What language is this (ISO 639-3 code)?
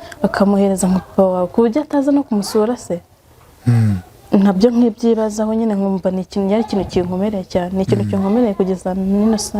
kin